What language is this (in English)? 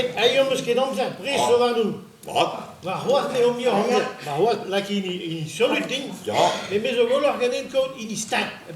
Breton